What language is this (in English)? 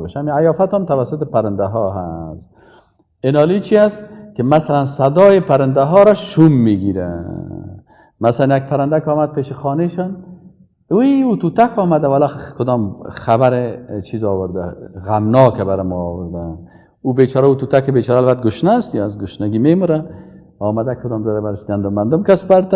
Persian